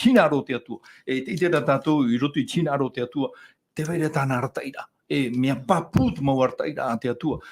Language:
Tahitian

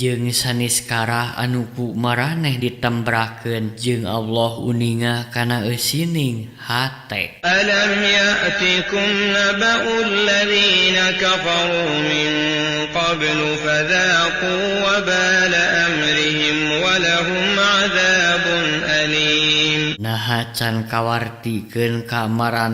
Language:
Sundanese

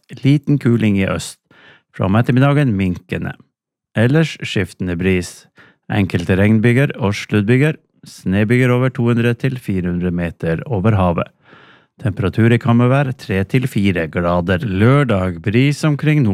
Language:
Norwegian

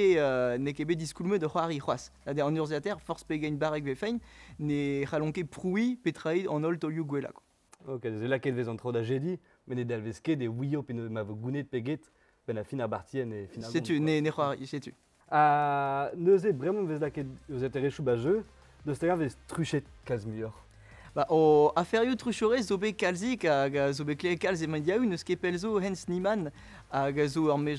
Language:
Breton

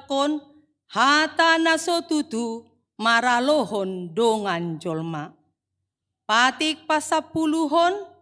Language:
Batak Toba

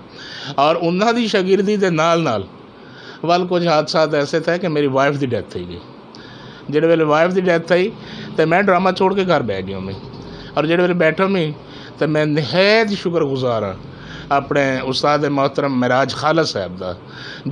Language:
Saraiki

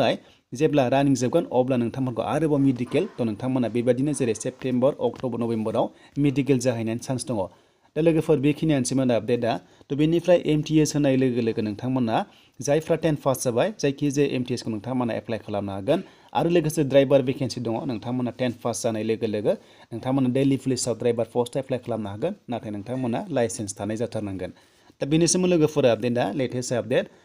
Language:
Bodo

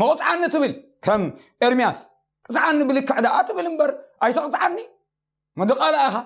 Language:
Tigrinya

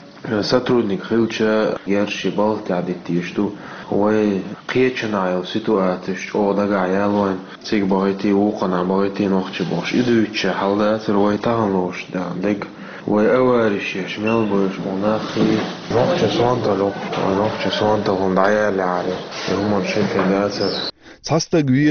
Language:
Chechen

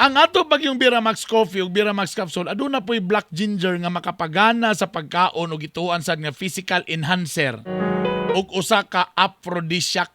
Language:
Cebuano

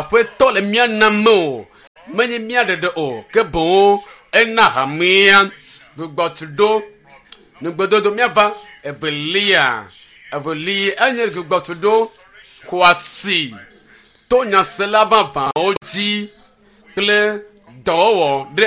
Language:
Ewe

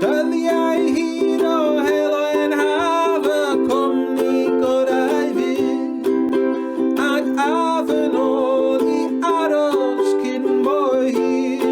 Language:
Welsh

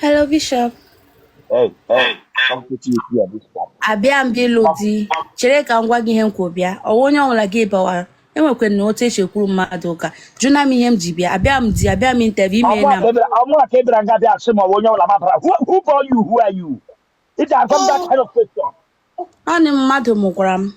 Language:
Igbo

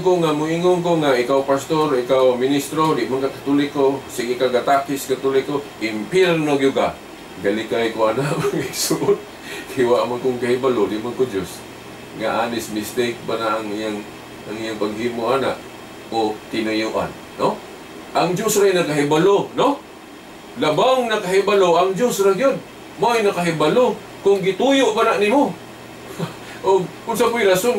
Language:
Cebuano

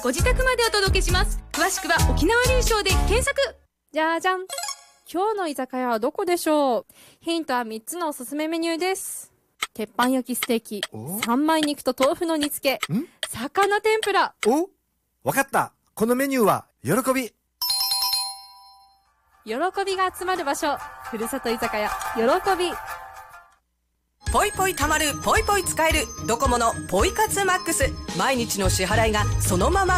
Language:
Japanese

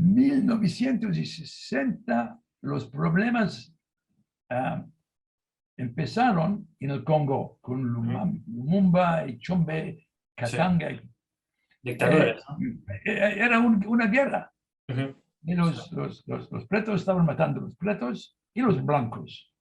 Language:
Ladino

